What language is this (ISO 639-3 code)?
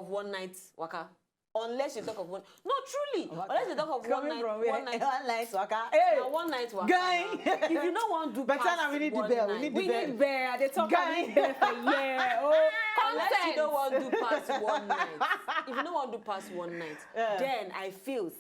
pcm